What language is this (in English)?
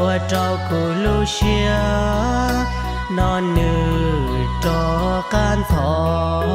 Hmong